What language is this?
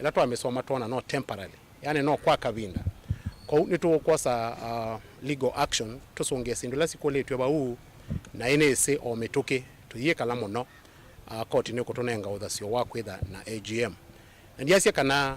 Kamba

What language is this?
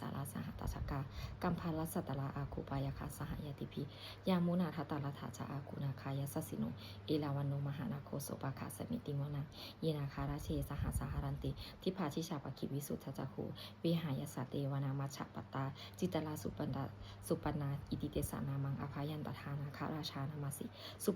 Pali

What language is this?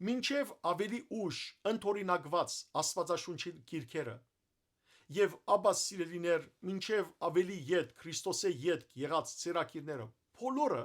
Western Armenian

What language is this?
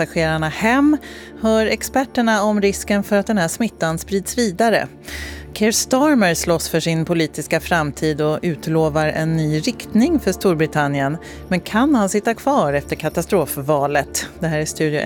Swedish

